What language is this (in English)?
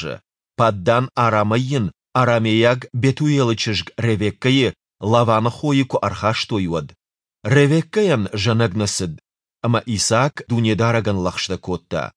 Ossetic